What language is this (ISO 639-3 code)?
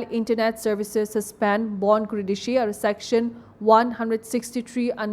nag